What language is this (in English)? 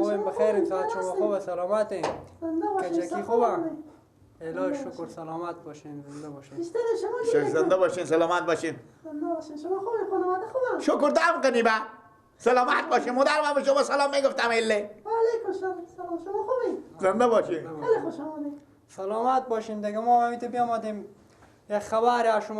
Persian